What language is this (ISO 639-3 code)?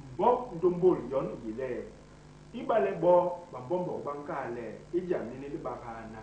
bas